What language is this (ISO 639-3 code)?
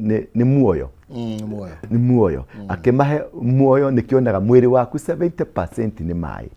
kik